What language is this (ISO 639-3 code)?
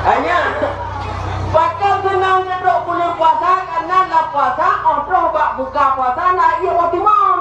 ace